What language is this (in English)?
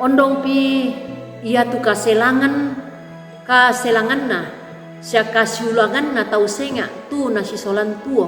Toraja-Sa'dan